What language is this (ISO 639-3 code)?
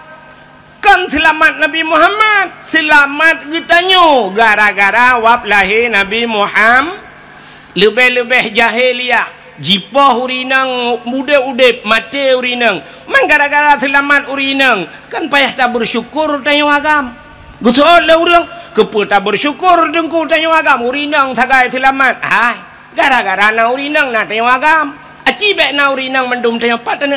ace